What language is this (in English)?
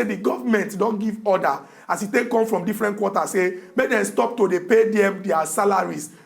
Nigerian Pidgin